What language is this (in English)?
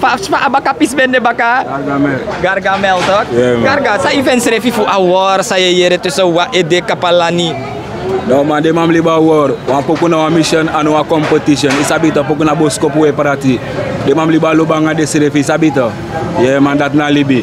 Sranan Tongo